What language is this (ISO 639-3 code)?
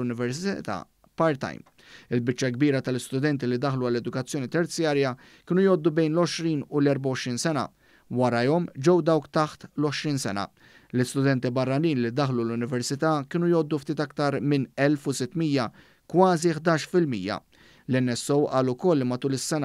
mlt